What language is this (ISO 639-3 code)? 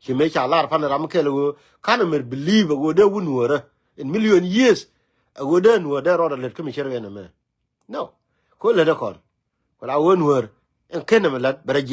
nus